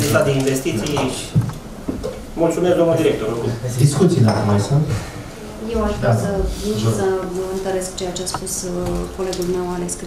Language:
Romanian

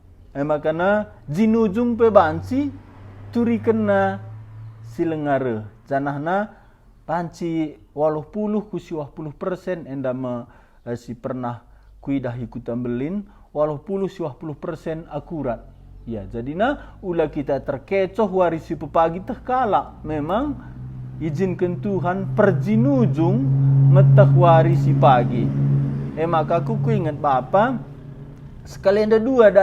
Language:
Batak Karo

